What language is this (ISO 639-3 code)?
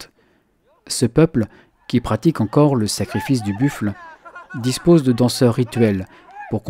fra